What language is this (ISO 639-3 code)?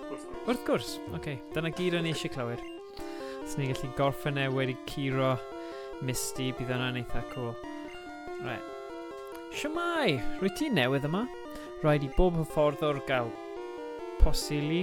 cym